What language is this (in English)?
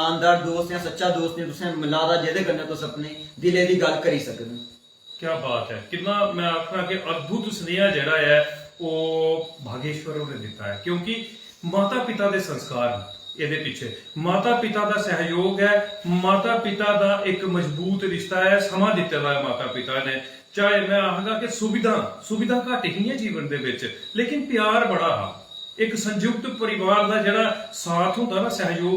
Dogri